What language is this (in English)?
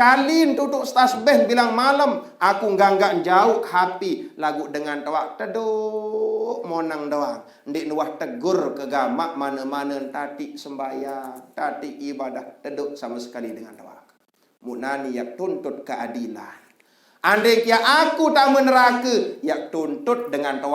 Sasak